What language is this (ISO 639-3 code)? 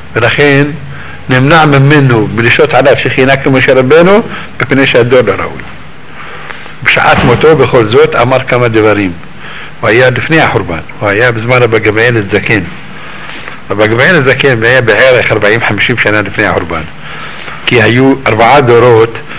heb